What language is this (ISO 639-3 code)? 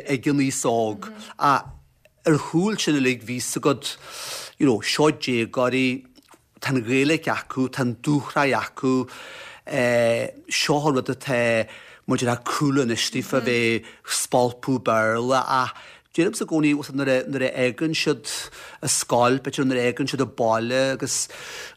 gle